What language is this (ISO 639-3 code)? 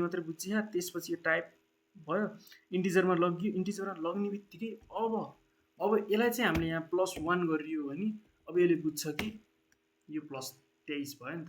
nep